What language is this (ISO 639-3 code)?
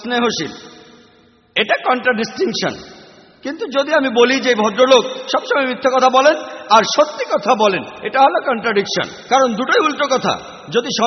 ben